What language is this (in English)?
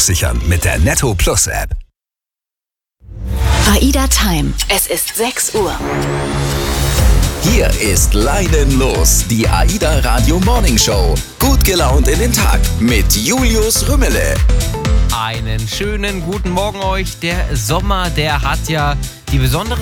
German